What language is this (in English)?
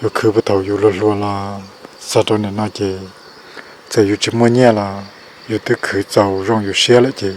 Hmong